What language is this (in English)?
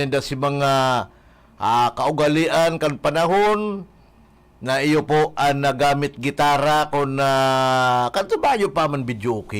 Bikol